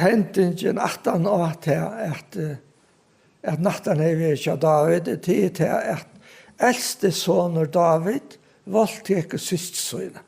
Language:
Faroese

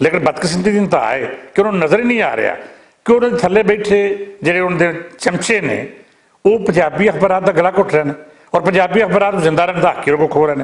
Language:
Western Panjabi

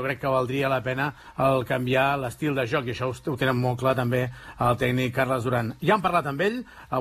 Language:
Catalan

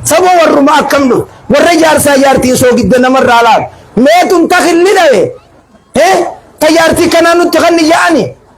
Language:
Oromo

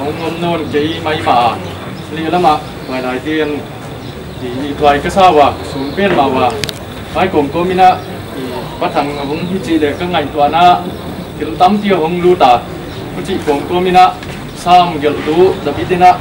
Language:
Paite Chin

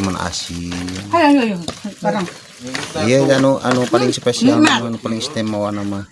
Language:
Sundanese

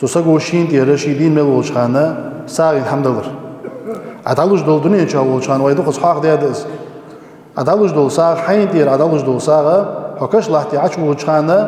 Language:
Ingush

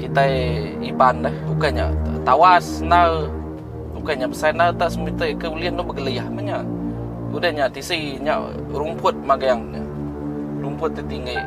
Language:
Iban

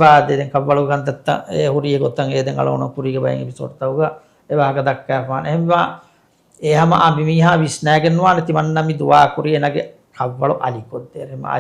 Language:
Divehi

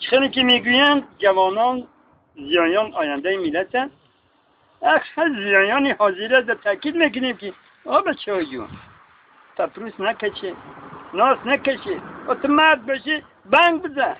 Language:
Tajik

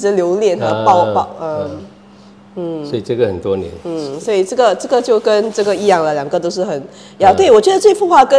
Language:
Chinese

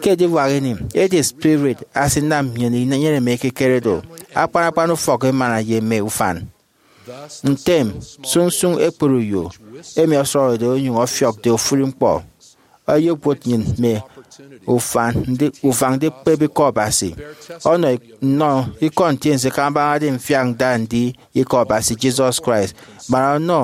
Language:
Efik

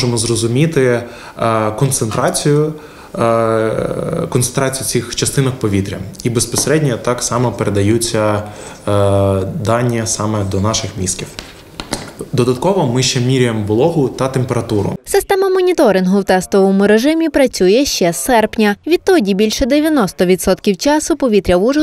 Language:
Ukrainian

